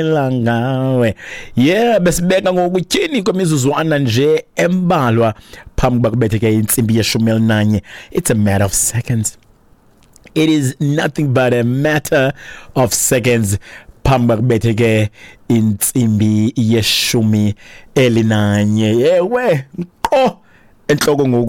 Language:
Xhosa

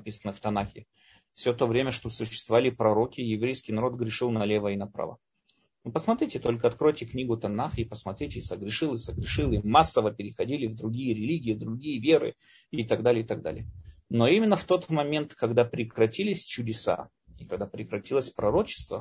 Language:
Russian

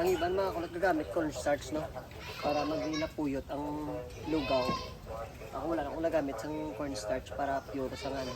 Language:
Hiligaynon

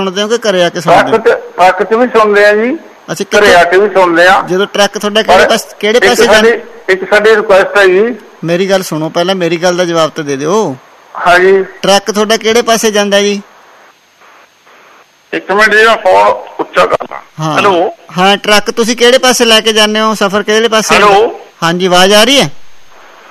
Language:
Punjabi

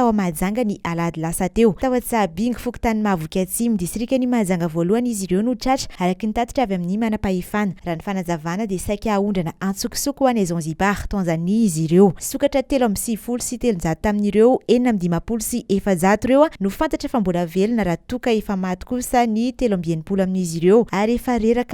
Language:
Malagasy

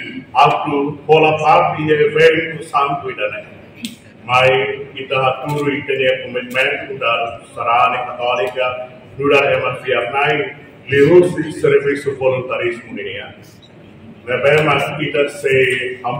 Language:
Tetum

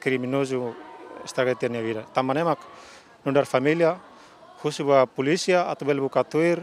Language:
Tetum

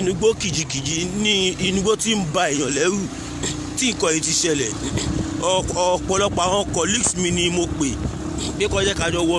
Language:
Yoruba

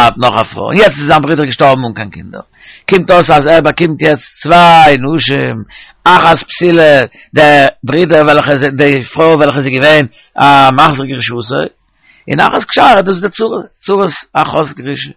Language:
Yiddish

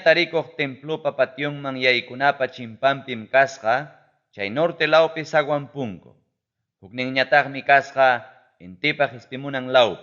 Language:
Ayacucho Quechua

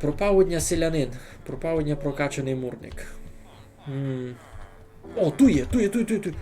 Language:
Rusyn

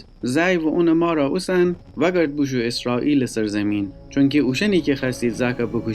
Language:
Gilaki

